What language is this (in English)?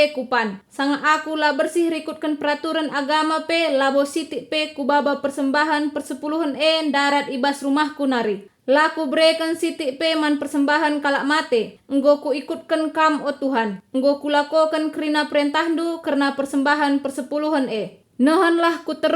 Batak Karo